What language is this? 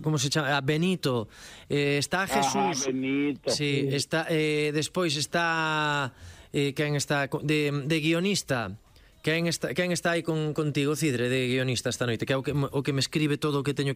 Galician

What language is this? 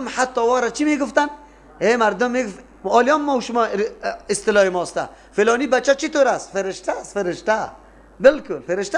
Persian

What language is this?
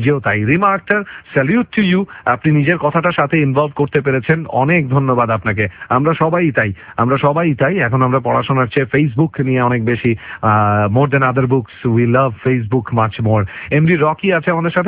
Bangla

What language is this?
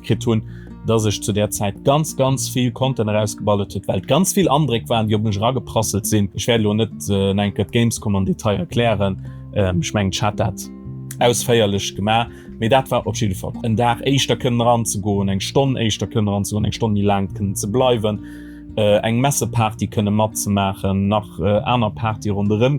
Luxembourgish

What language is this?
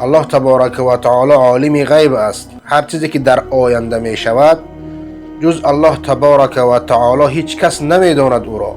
Persian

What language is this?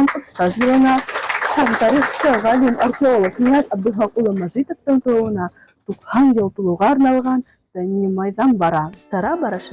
Bashkir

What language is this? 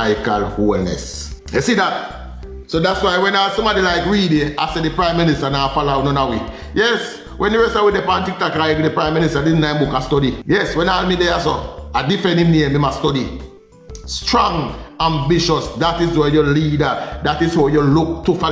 Jamaican Creole English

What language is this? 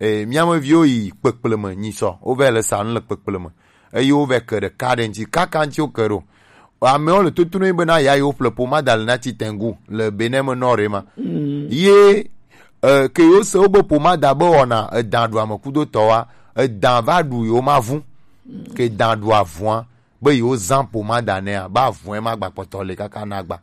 Gen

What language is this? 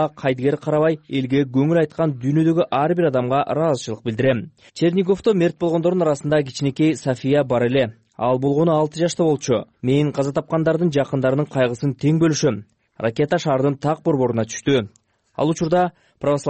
Kyrgyz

